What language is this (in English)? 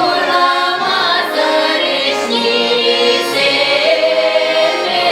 Chuvash